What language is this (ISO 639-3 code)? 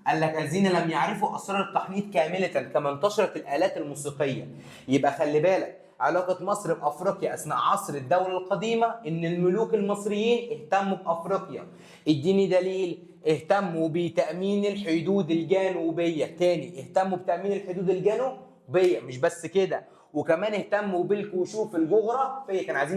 arz